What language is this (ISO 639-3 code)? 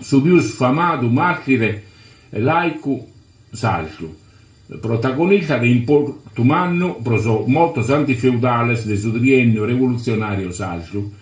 srd